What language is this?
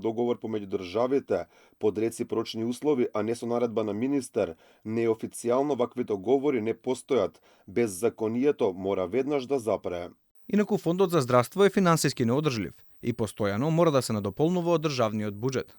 Macedonian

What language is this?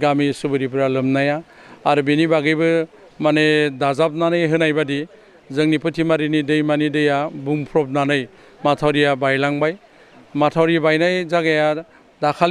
Bodo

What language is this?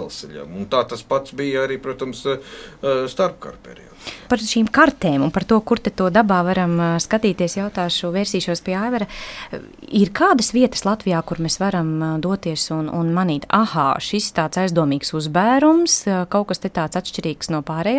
Latvian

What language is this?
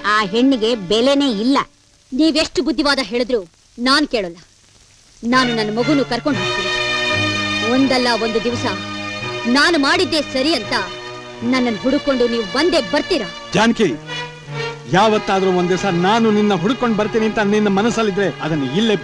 Kannada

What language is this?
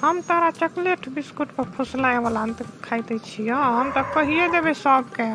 Maithili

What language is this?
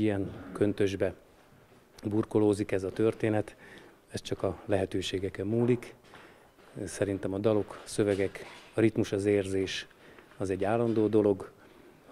Hungarian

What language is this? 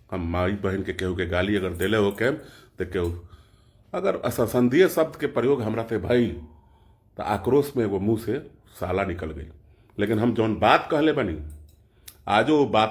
Bhojpuri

